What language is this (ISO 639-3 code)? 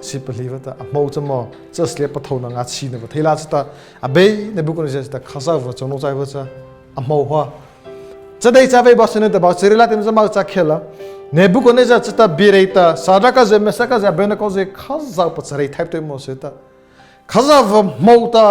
mrh